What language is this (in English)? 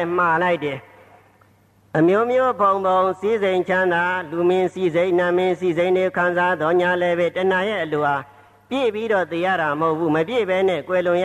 Burmese